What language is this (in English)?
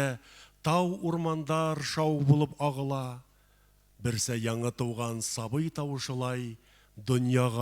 Bashkir